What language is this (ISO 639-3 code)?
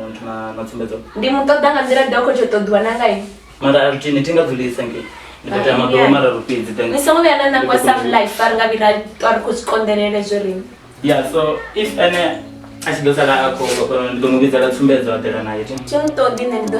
ven